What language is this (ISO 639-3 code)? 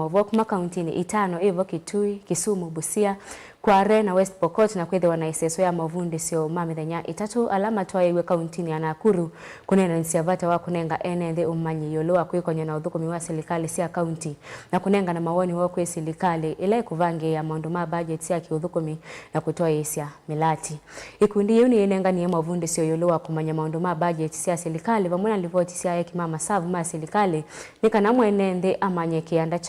kam